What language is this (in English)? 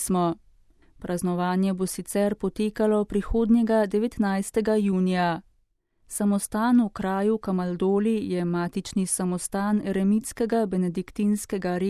Slovenian